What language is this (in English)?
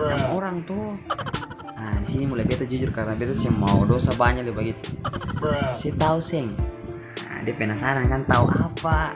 Ambonese Malay